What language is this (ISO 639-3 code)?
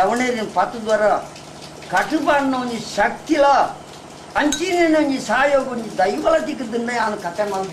tcy